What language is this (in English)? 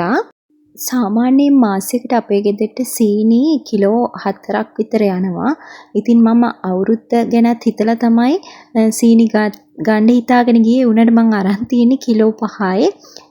Sinhala